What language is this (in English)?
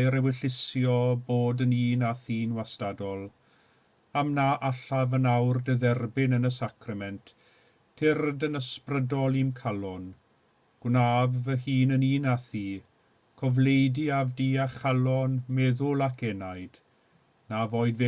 Welsh